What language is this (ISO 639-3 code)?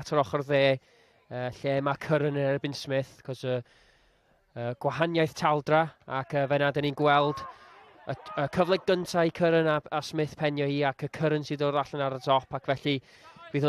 cym